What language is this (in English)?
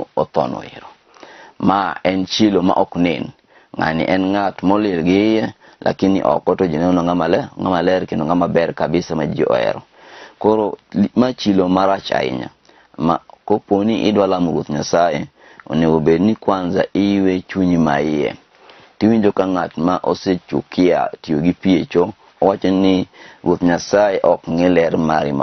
Luo (Kenya and Tanzania)